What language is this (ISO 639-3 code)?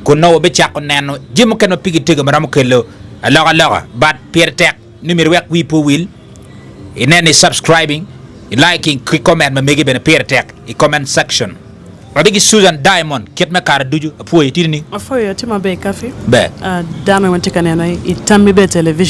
ach